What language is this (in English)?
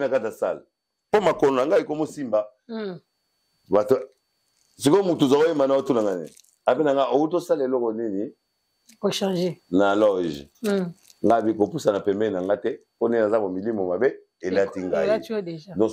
Lingala